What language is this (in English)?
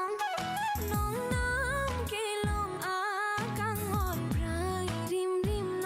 Karbi